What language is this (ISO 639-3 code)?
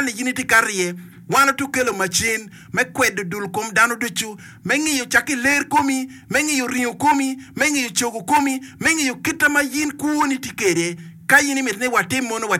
ach